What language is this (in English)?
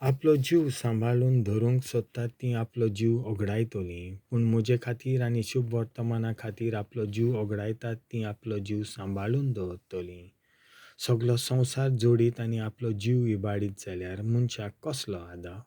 Konkani